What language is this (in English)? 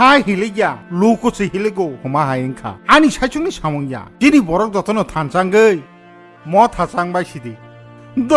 Kok Borok